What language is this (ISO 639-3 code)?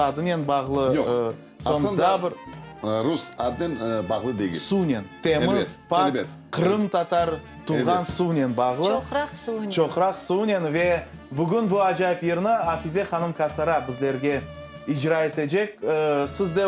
crh